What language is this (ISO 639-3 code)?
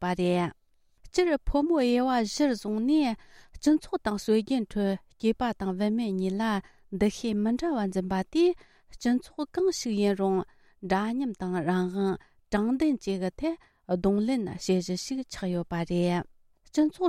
bod